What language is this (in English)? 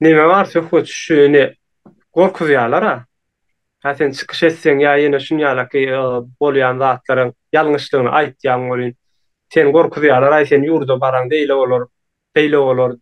Turkmen